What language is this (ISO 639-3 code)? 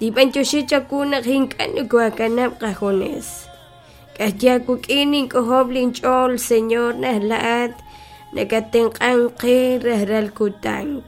kek